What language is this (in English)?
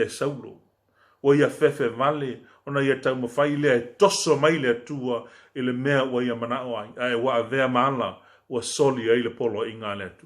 Samoan